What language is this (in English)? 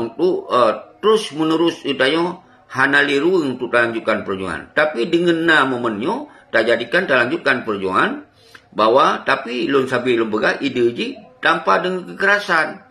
Achinese